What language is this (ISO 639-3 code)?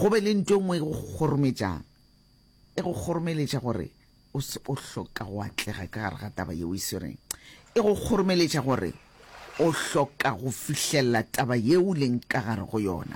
nso